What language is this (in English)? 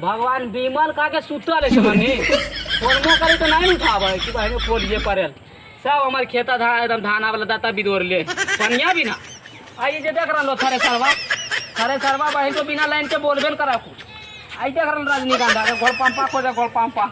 Magahi